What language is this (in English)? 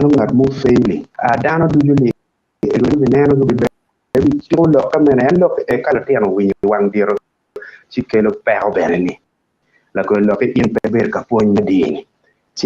Acoli